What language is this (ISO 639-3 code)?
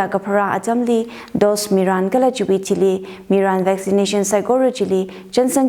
nmf